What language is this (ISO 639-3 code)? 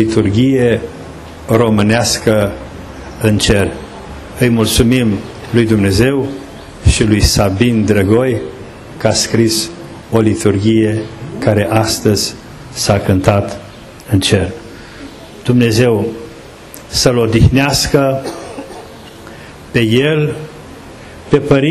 ron